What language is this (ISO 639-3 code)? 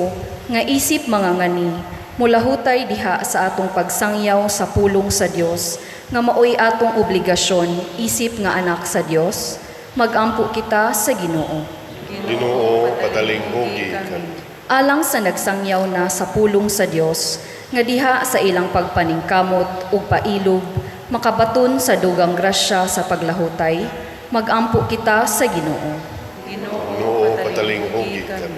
ceb